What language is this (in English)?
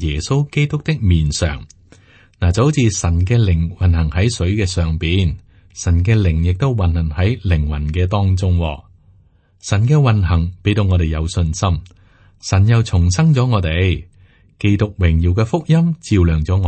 Cantonese